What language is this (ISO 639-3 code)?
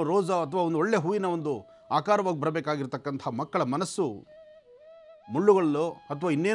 kan